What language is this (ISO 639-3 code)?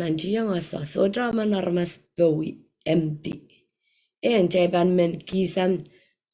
pon